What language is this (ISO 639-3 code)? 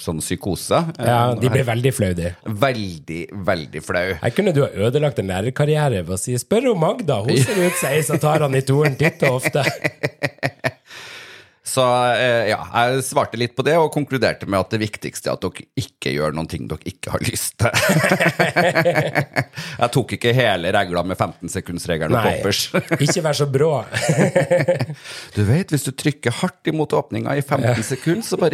nor